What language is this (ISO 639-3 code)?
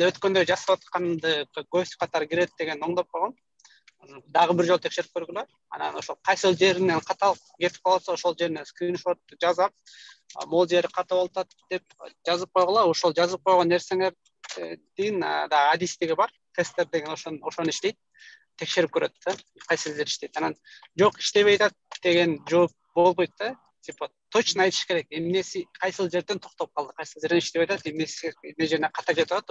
kir